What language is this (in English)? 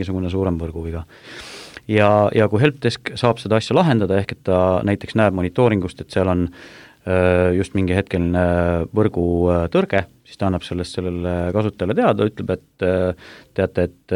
Estonian